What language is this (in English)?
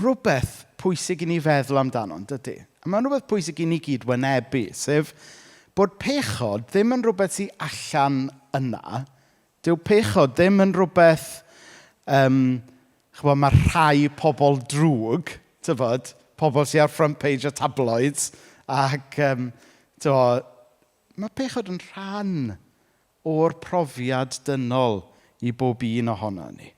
Welsh